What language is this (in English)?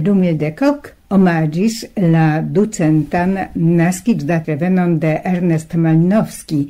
Esperanto